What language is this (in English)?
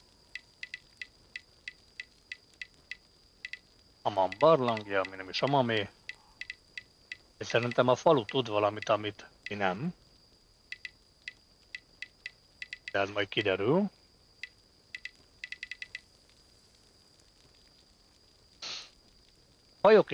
Hungarian